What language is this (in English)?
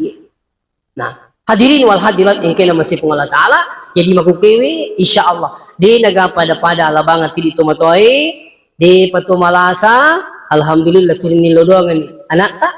Buginese